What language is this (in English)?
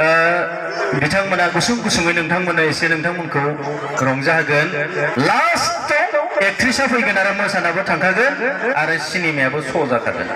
Bodo